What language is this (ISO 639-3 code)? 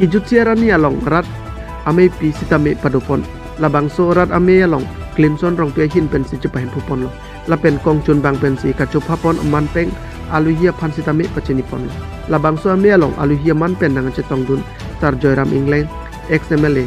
mjw